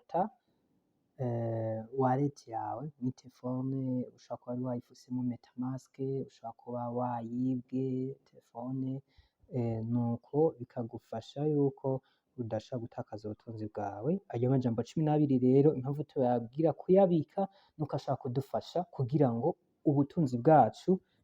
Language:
Rundi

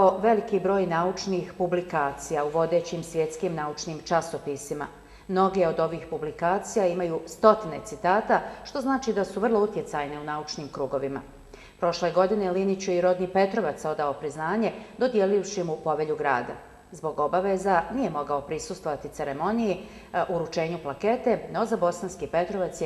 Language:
Bosnian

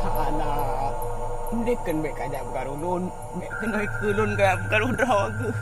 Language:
Achinese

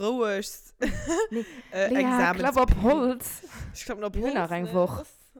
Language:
Luxembourgish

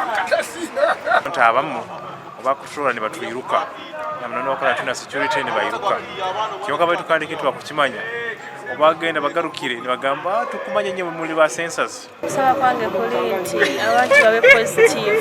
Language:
Nyankole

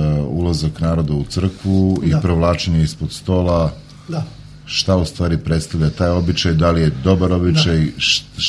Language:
Serbian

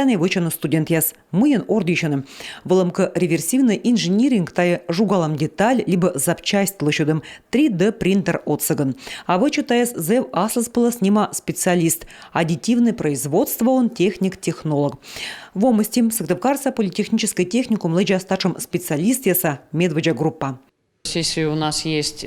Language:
Komi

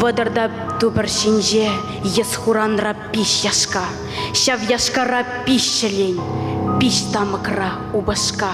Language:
Chuvash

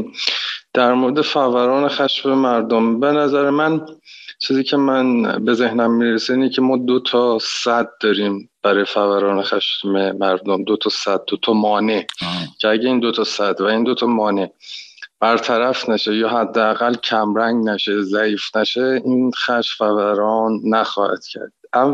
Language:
Persian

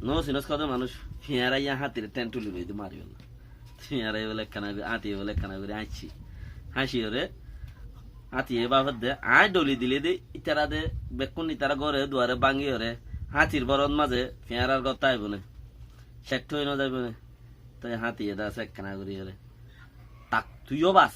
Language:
Rohingya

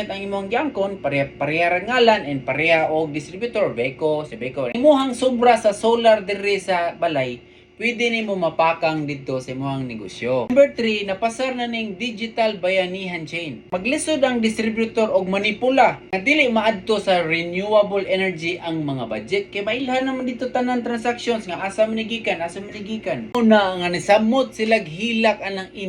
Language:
Cebuano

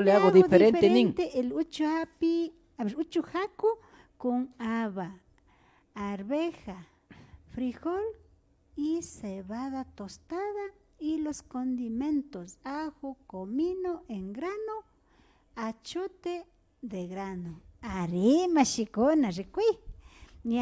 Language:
Imbabura Highland Quichua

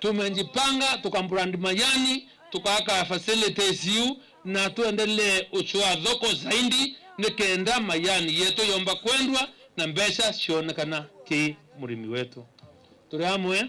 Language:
Meru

